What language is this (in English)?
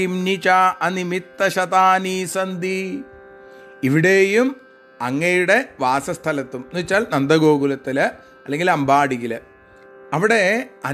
Malayalam